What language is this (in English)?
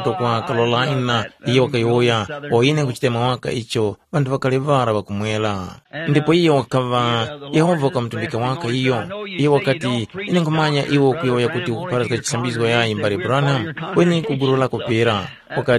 Tumbuka